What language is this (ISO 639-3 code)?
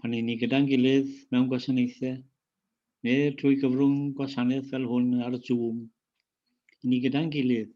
cym